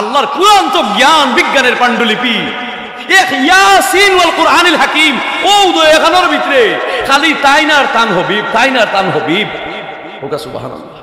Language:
Sylheti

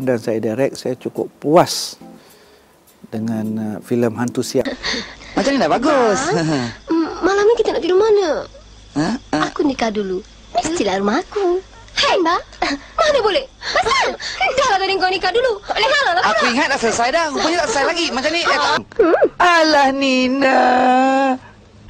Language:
Malay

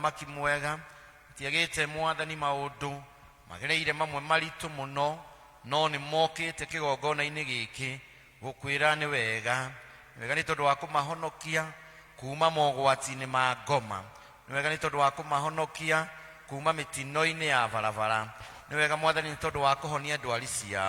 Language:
Kikuyu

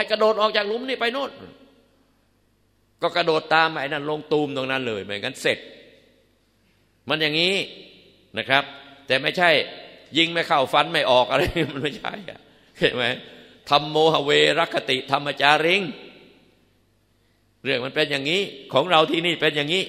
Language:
Thai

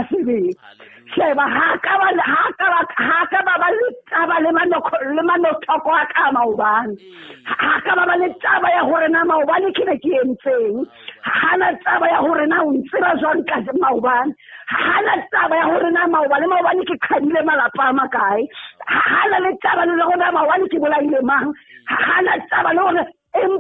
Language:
Southern Sotho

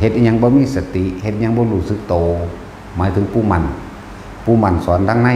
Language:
Northeastern Thai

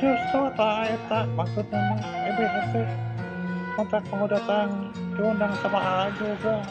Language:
Sundanese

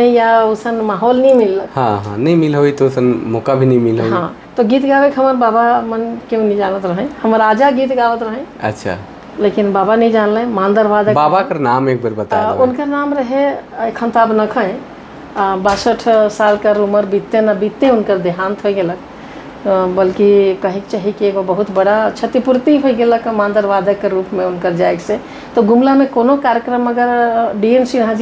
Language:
Sadri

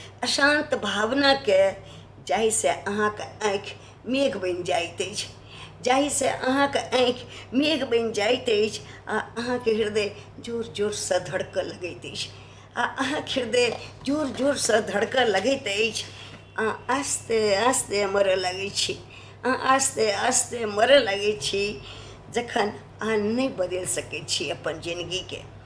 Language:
Maithili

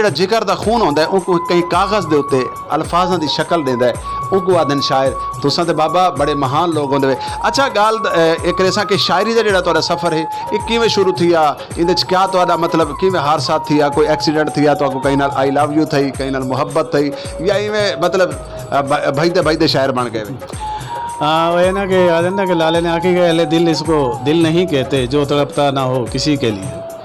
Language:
Saraiki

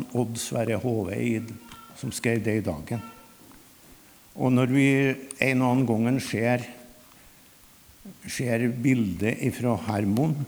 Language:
Norwegian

